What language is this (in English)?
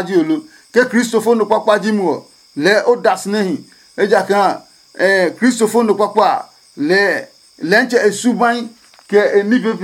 Adangme